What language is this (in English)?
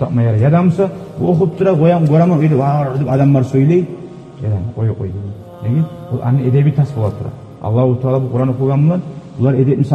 Kumyk